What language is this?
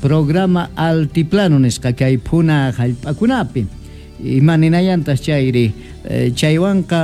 Quechua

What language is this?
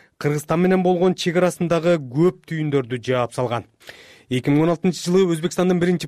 Kyrgyz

